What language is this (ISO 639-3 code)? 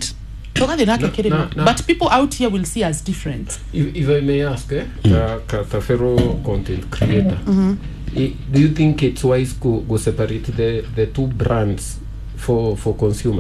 kik